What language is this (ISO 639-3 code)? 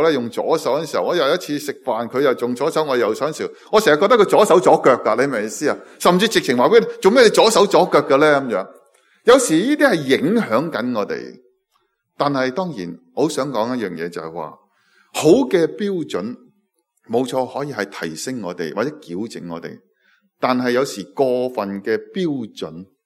yue